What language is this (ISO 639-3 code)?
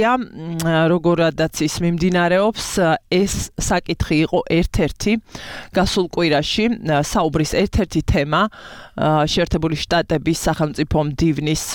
kat